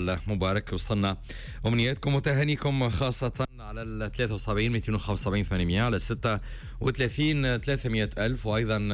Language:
Tunisian Arabic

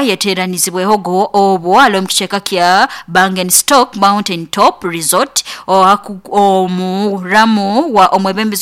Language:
Nyoro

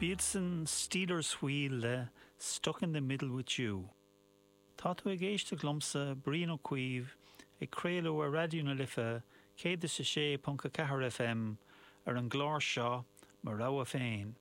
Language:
Irish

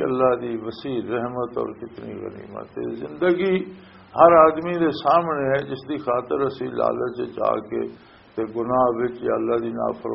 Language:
Western Panjabi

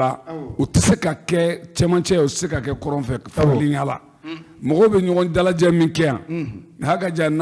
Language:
Bambara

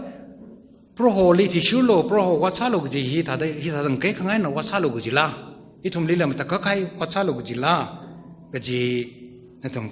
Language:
Tangkhul Naga (India)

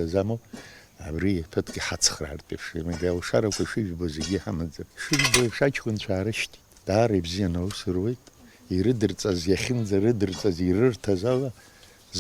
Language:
Abkhazian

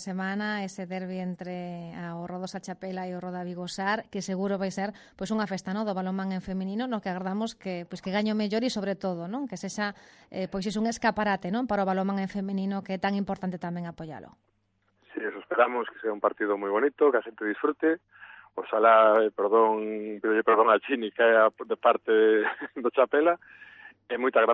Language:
Galician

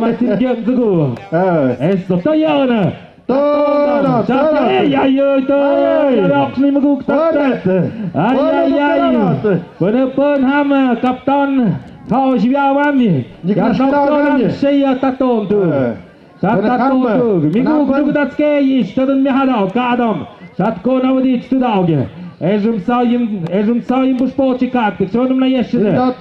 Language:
Tlahuitoltepec Mixe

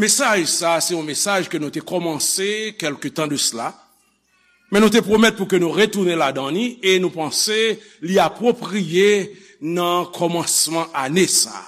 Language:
Haitian Creole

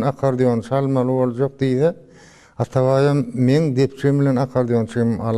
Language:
Turkmen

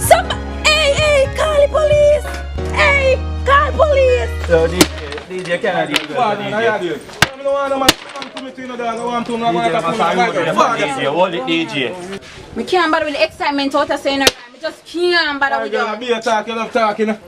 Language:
Jamaican Creole English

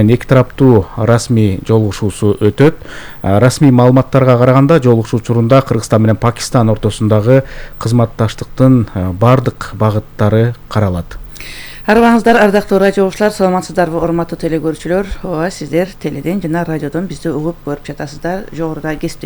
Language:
Kyrgyz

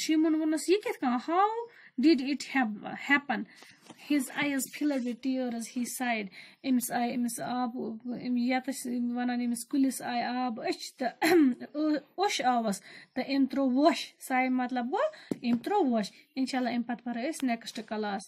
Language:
Kashmiri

